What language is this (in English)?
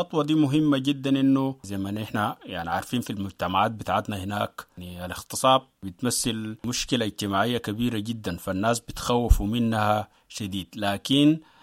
Sudanese Arabic